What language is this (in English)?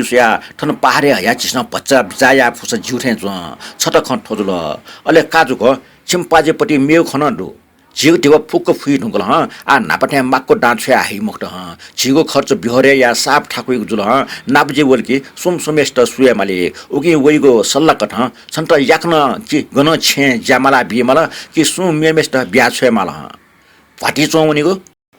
Newari